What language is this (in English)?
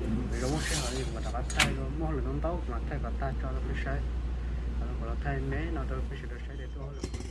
Hmong